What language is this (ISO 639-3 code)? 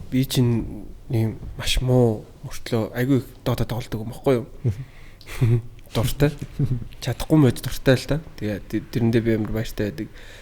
mon